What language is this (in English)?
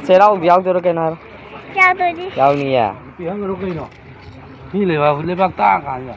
Manipuri